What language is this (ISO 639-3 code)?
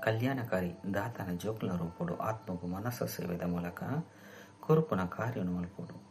tcy